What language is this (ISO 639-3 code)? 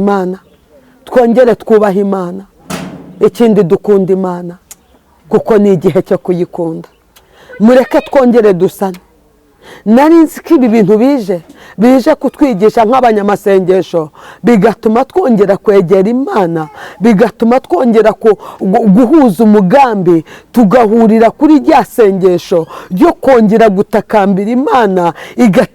kin